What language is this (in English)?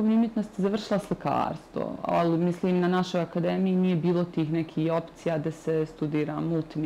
Bosnian